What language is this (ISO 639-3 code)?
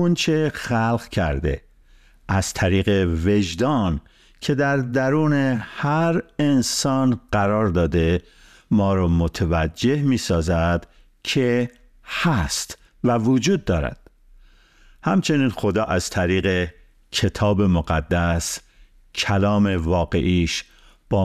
fas